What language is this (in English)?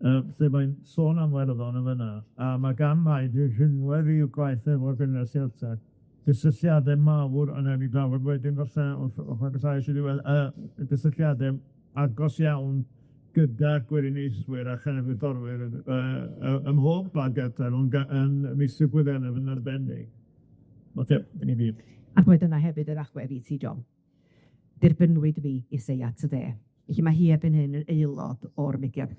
Welsh